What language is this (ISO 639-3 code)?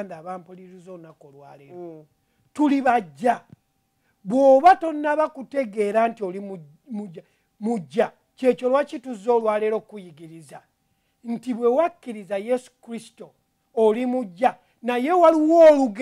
lug